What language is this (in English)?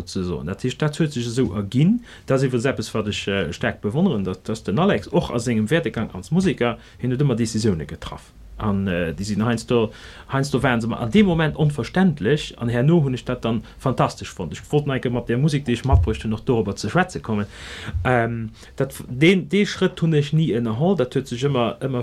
Luxembourgish